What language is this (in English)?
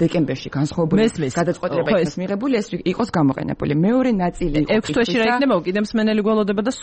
Georgian